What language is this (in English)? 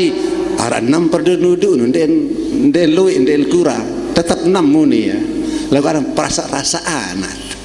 Sasak